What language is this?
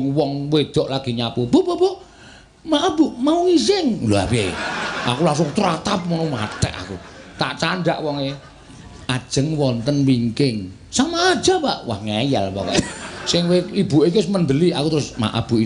Javanese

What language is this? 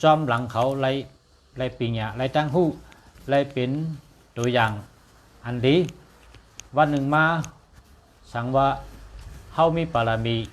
Shan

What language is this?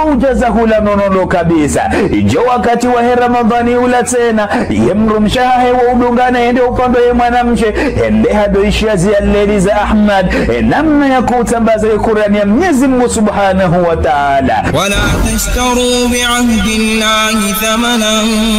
Ngazidja Comorian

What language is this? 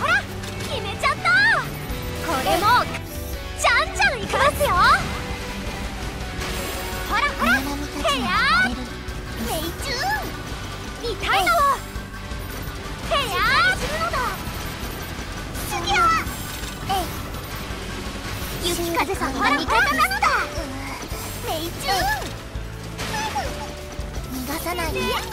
Japanese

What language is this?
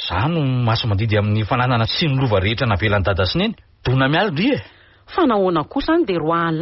Malagasy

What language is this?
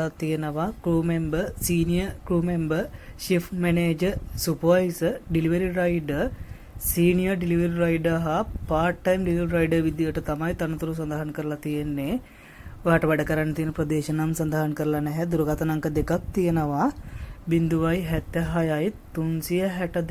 Sinhala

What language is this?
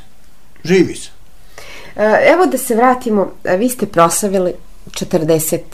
Bosnian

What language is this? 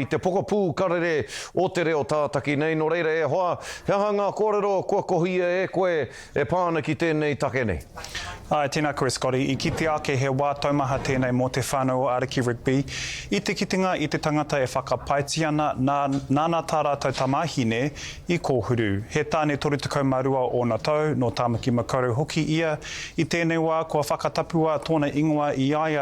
Māori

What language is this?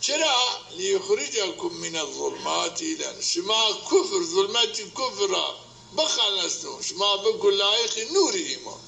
Zaza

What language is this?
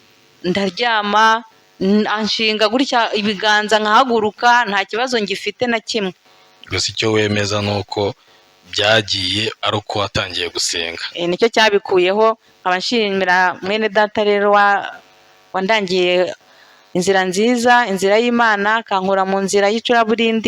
Kinyarwanda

